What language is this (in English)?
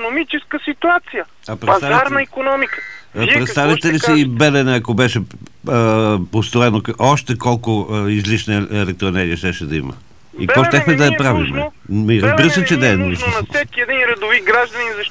Bulgarian